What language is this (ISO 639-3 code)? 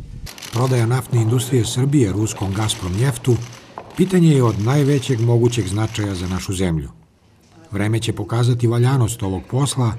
srp